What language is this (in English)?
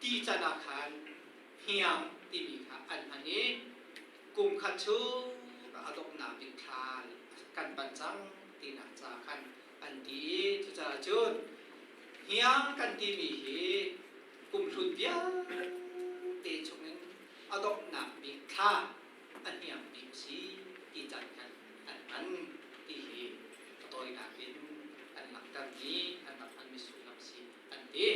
Hakha Chin